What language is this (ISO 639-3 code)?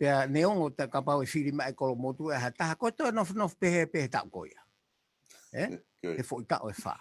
ton